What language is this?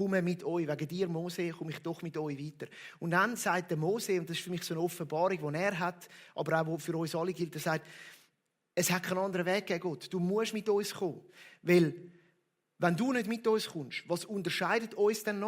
Swiss German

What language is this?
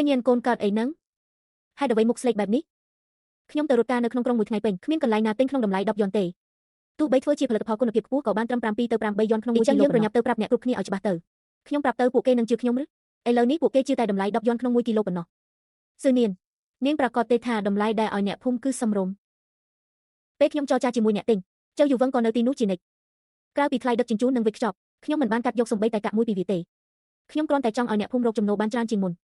Khmer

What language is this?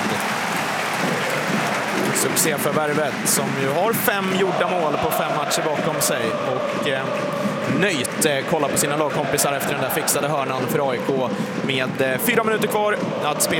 Swedish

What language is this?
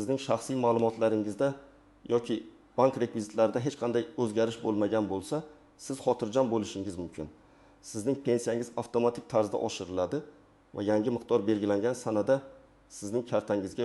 Uzbek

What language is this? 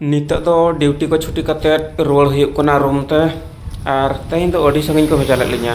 Santali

